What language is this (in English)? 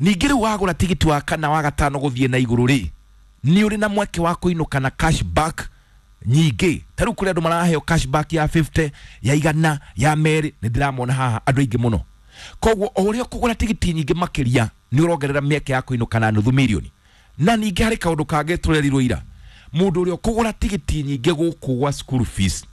Kikuyu